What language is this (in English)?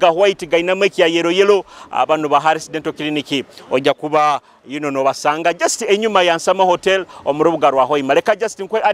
Nyoro